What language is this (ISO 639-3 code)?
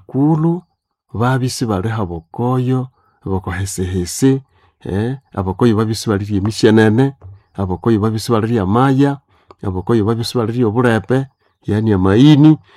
nnb